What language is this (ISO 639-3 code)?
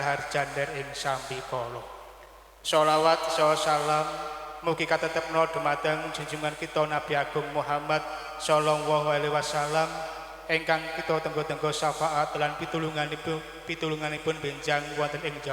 jav